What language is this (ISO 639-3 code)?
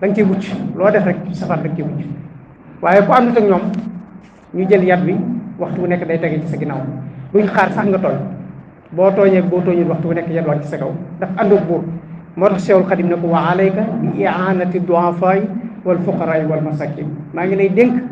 wol